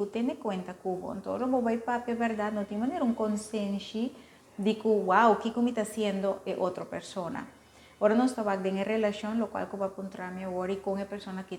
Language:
Papiamento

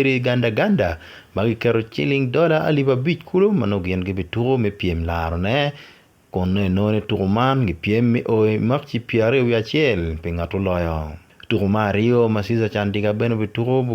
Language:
Acoli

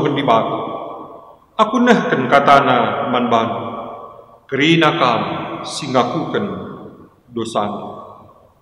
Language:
Batak Karo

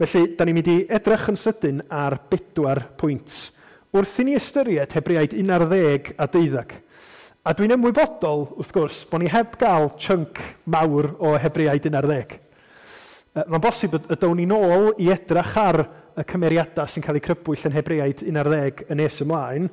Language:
Welsh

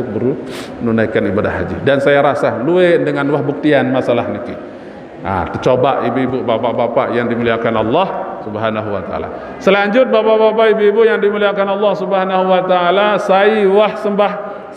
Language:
Sasak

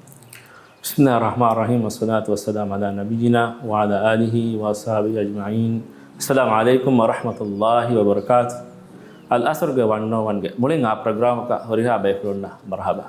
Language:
Divehi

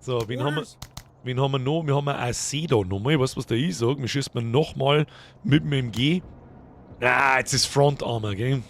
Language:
Bavarian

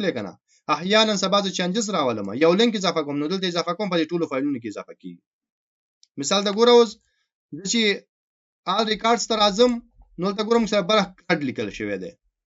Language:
Pashto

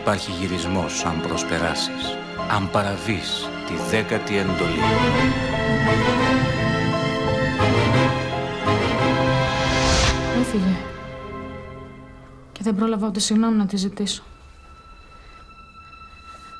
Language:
Greek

